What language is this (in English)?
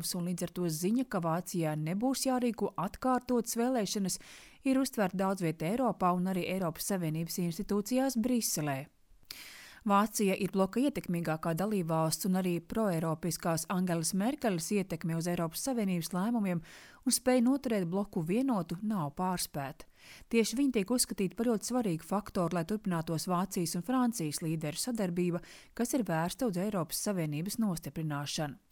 Latvian